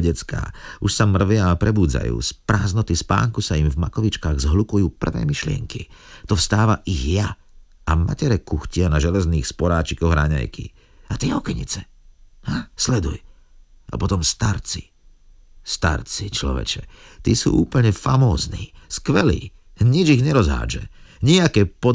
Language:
Slovak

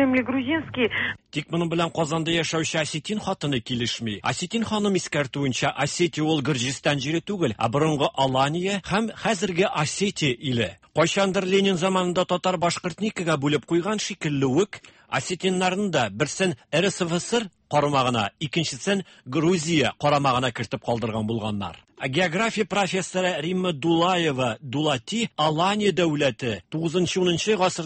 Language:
Tatar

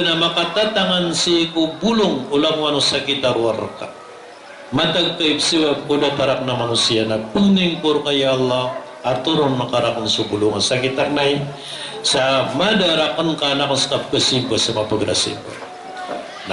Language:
Maranao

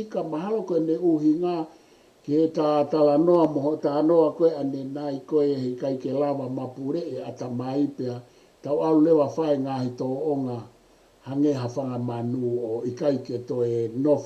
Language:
Tongan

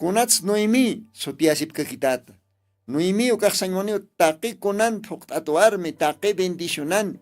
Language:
Aymara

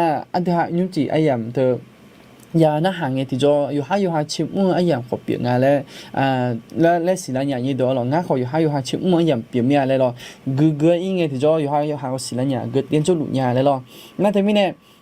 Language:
Akha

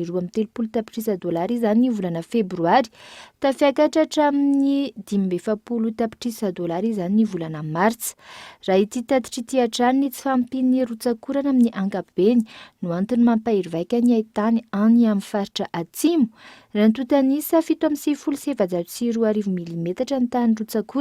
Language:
Malagasy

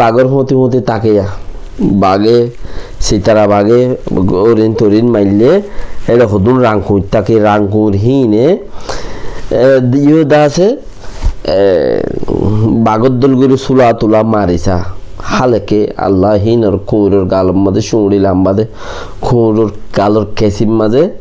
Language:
Rohingya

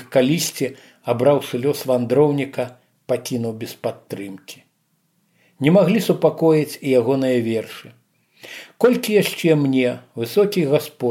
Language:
Belarusian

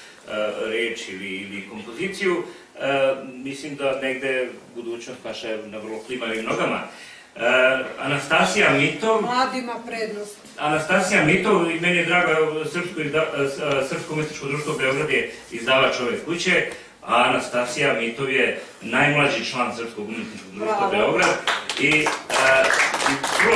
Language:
Serbian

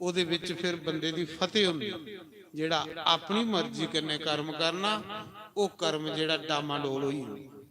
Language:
Dogri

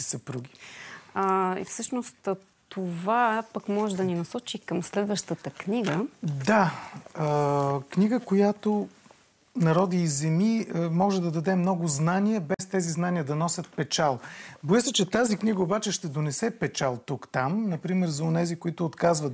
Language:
Bulgarian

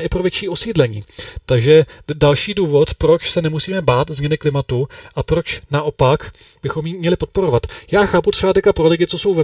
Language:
Czech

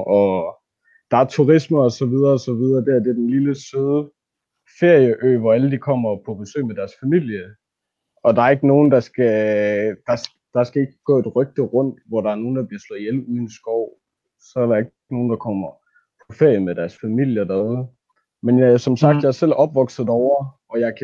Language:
Danish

